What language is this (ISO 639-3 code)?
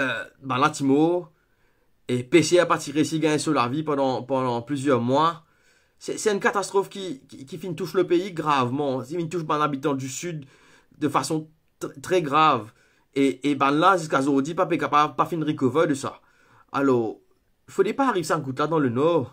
mfe